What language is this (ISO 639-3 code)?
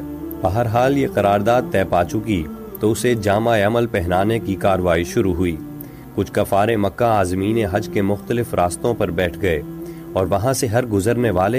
urd